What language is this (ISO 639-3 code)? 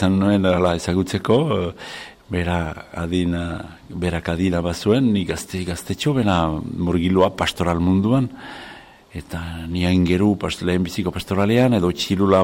eus